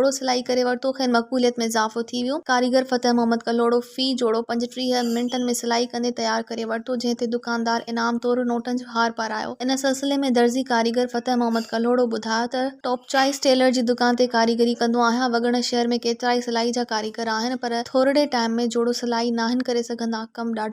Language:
Sindhi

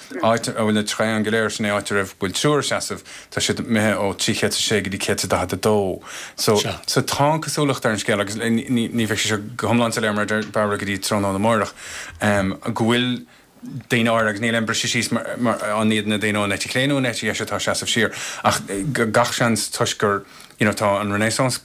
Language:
Irish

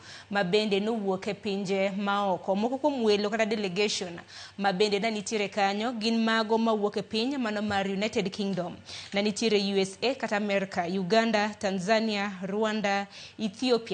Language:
Luo (Kenya and Tanzania)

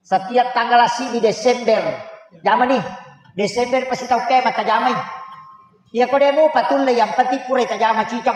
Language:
Buginese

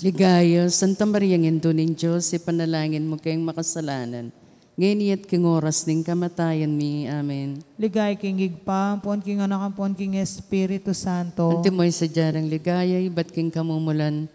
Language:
Pampanga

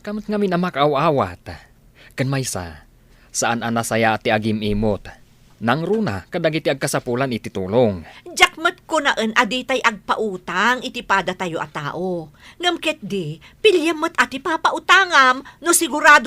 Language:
Iloko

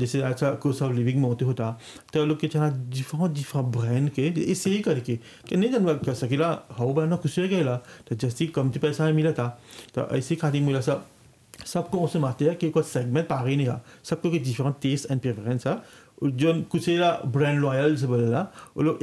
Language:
Bhojpuri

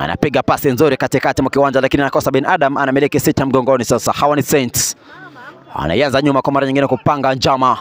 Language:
Swahili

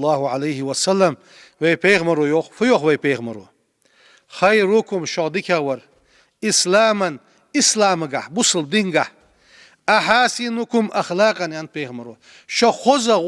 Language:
Ingush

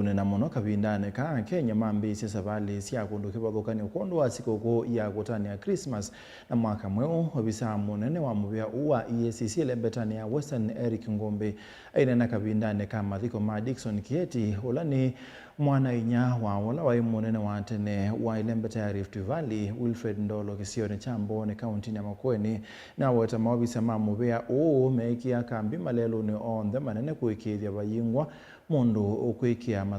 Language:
Kamba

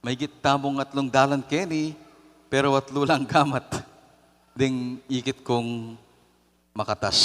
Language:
Pampanga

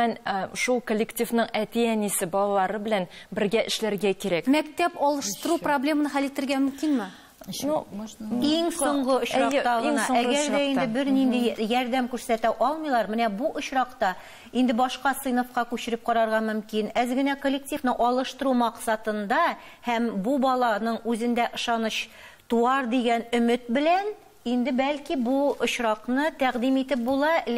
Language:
Tatar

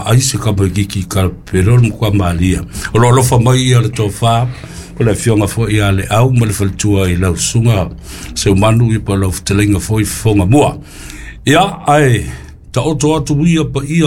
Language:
Samoan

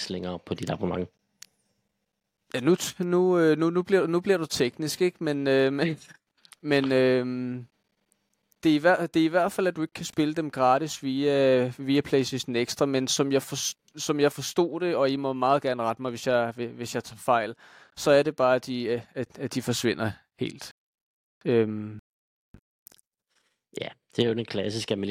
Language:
Danish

